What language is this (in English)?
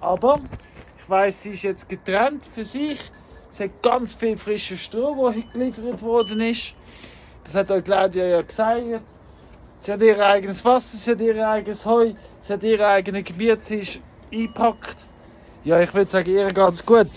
Swiss German